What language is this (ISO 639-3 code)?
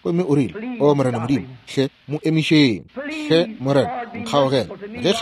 nso